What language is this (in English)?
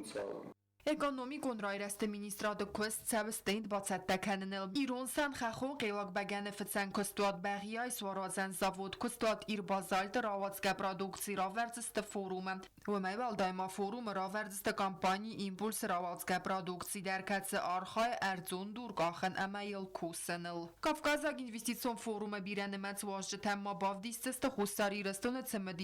Ossetic